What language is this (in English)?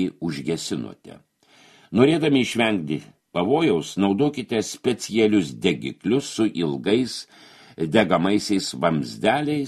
Lithuanian